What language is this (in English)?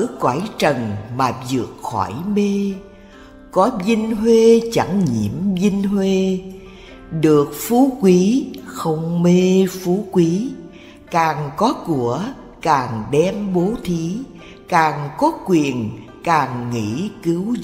Vietnamese